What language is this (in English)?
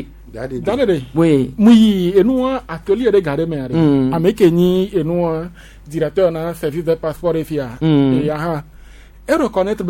Gen